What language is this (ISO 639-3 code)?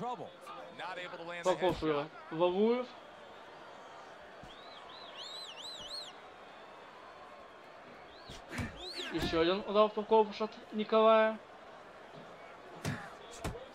eng